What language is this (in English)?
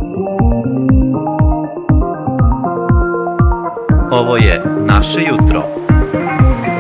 Serbian